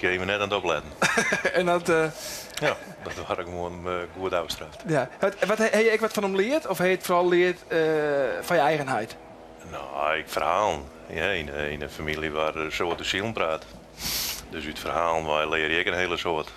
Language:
Western Frisian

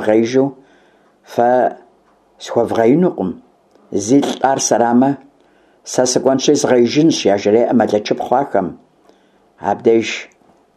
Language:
Kabardian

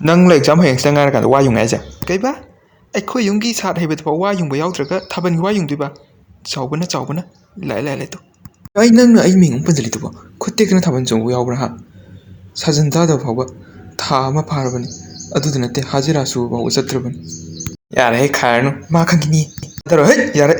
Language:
Manipuri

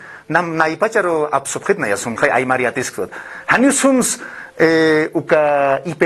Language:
Aymara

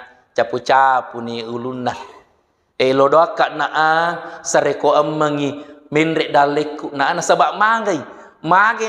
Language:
Buginese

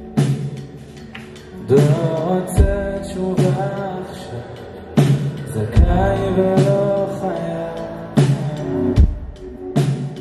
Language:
Hebrew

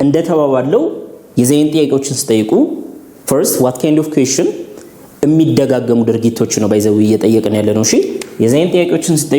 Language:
Amharic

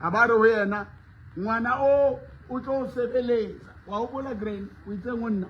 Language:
Southern Sotho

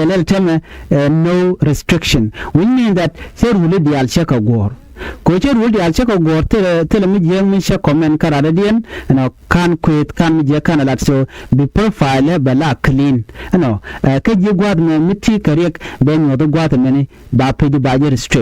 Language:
Nuer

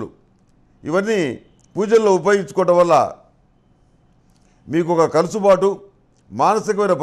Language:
Telugu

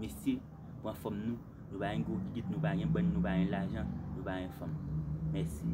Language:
Haitian Creole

